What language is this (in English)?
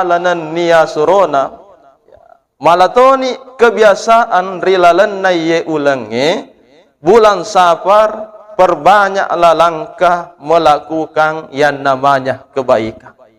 Buginese